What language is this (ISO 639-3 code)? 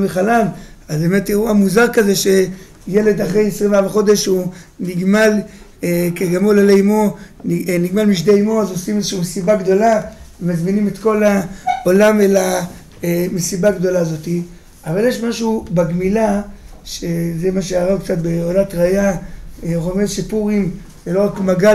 heb